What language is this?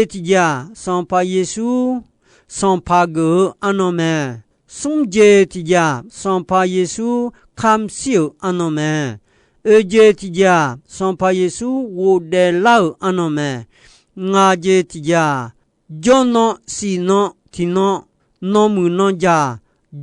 Akha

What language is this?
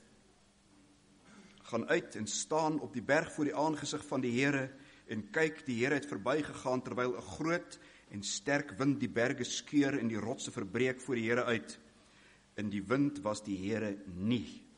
Afrikaans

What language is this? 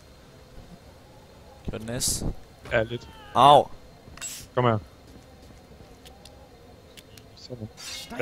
Danish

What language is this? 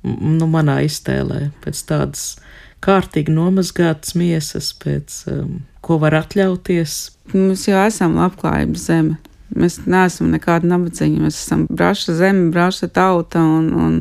Latvian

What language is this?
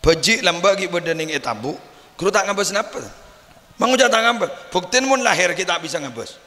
Madurese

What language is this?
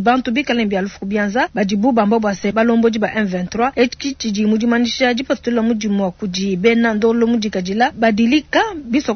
Luba-Lulua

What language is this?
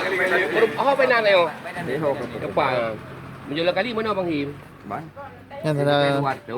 Achinese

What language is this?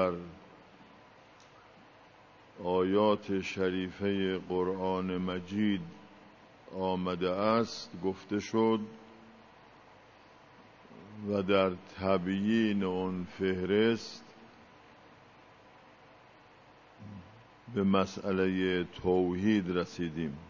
Persian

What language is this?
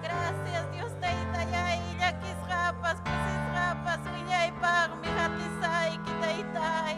Ayacucho Quechua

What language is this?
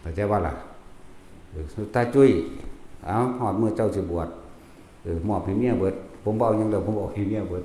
Northeastern Thai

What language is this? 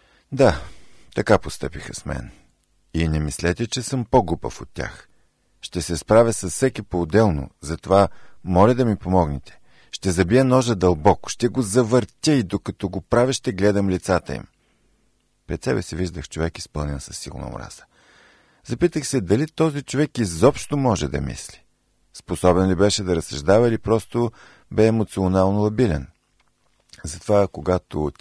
Bulgarian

